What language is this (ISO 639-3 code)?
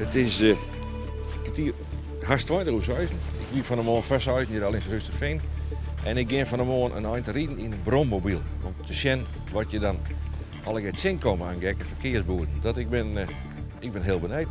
fry